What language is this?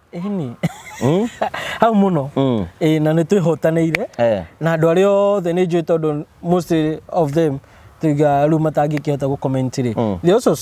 Kikuyu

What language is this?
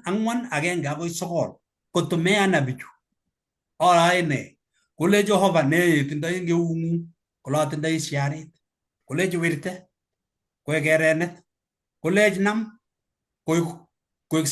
Kalenjin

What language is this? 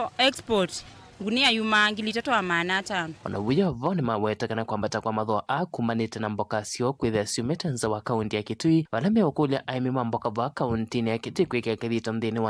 Kamba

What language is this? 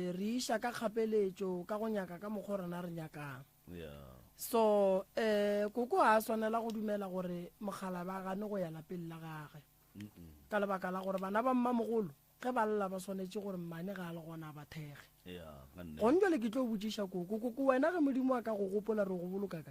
Northern Sotho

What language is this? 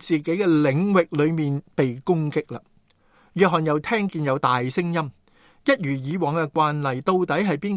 Cantonese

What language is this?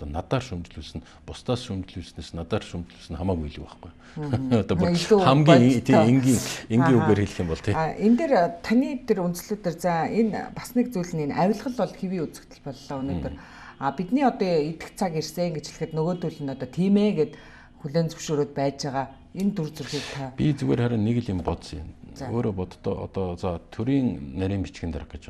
Mongolian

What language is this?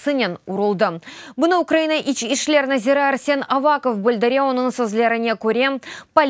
Crimean Tatar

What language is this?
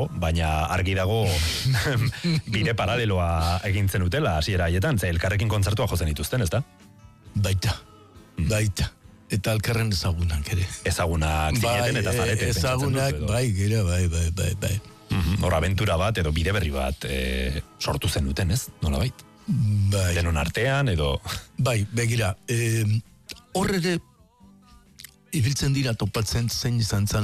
Basque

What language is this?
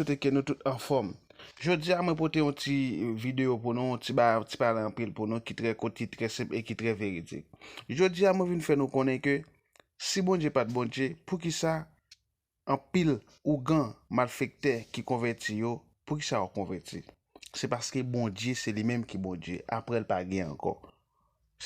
Haitian Creole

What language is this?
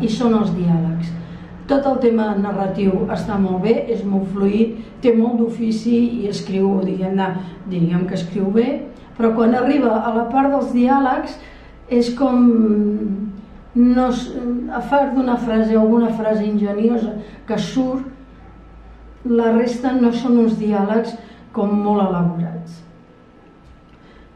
Catalan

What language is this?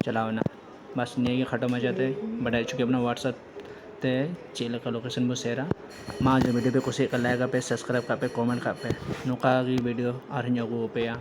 Santali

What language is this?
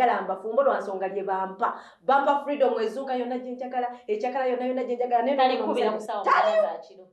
Ganda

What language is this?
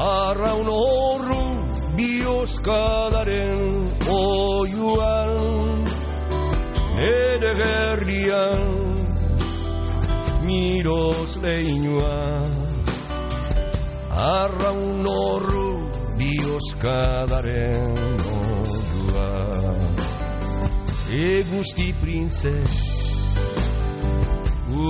Basque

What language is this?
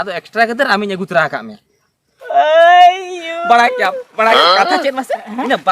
Santali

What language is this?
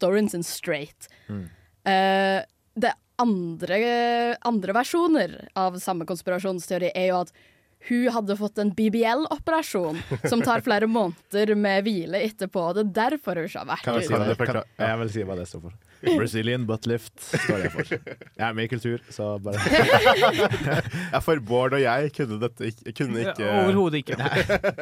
Norwegian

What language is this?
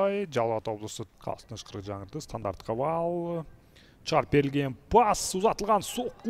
Kyrgyz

